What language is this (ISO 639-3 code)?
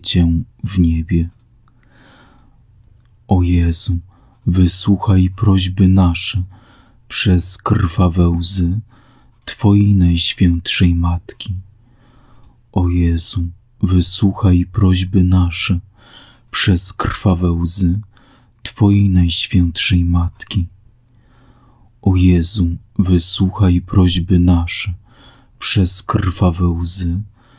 pol